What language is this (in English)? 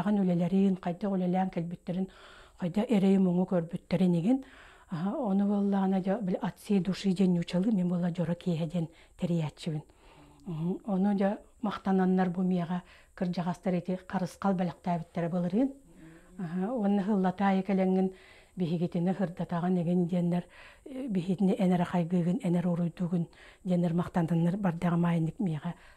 Yakut